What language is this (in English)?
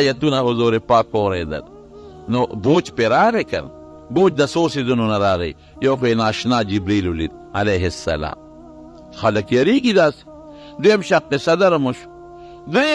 Pashto